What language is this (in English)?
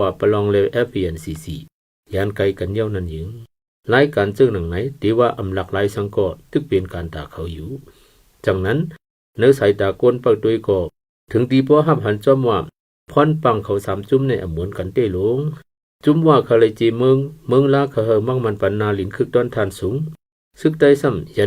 Shan